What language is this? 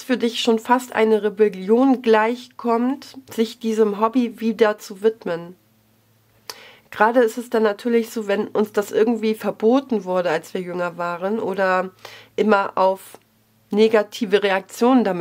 German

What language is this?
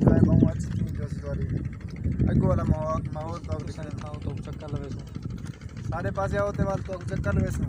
Saraiki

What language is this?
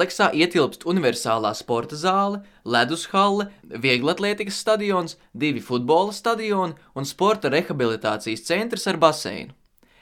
Latvian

